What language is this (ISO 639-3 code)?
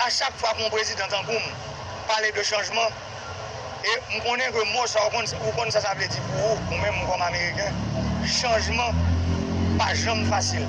hat